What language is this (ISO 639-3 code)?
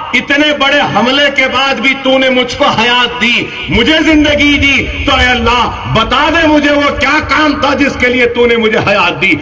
urd